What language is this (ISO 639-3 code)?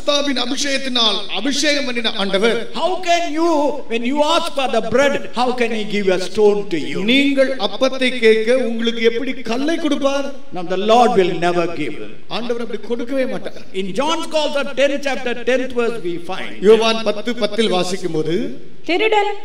tam